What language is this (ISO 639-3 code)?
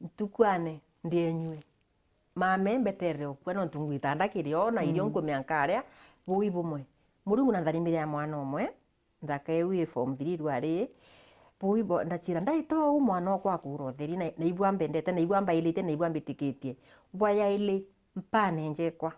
mer